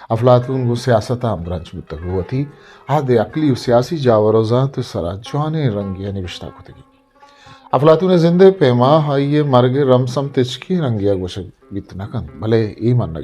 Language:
Eastern Balochi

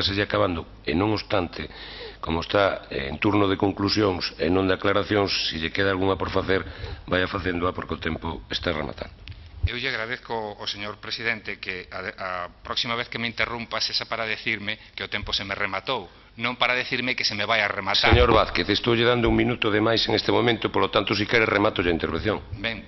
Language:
Galician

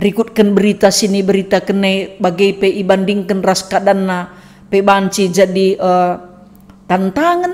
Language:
Batak Karo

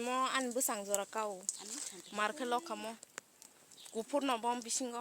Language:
Kok Borok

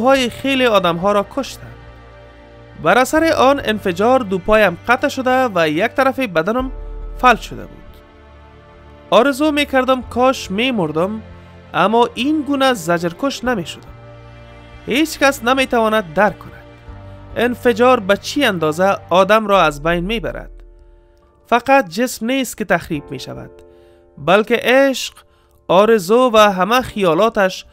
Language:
Persian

